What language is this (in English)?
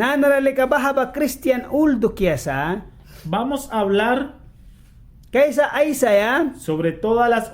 Mískito